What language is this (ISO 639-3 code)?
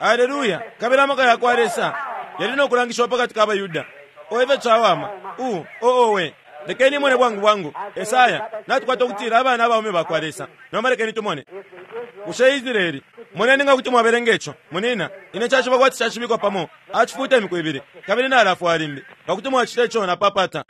bem